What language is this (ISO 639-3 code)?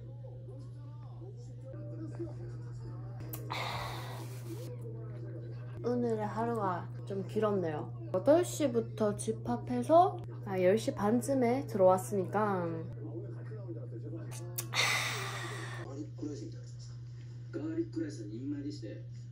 kor